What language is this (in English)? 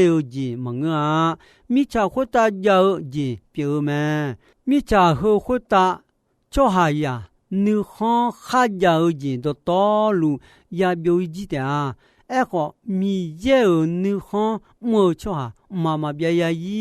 Akha